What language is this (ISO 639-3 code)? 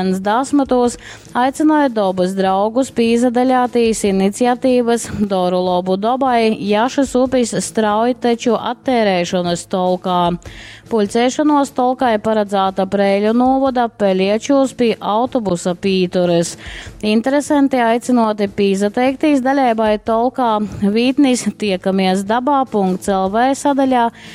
ltg